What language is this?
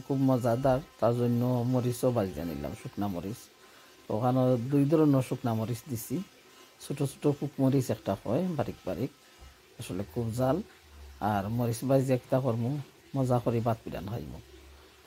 Sylheti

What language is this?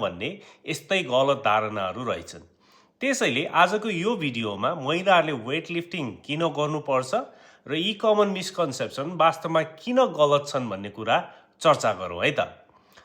Nepali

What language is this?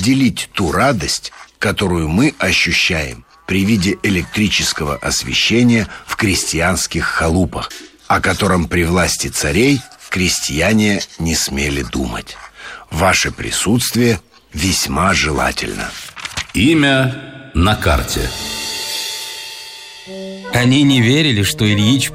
Russian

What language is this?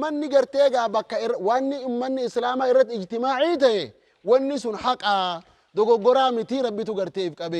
Oromo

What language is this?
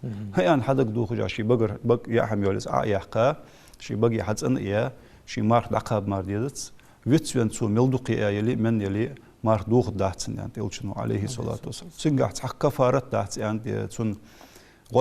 Ingush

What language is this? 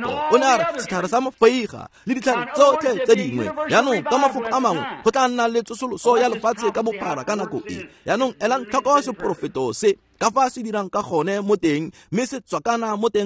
Tswana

